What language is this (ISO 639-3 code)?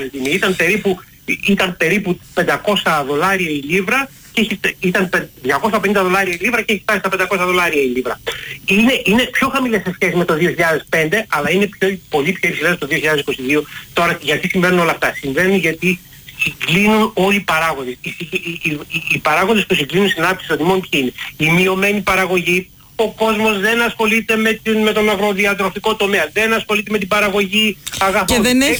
ell